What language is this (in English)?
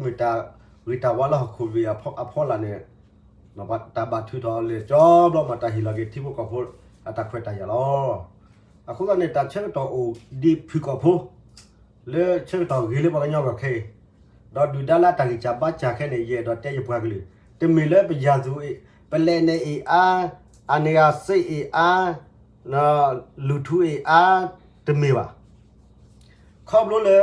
S'gaw Karen